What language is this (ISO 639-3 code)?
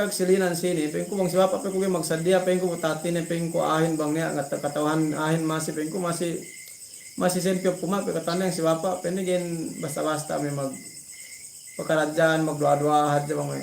yka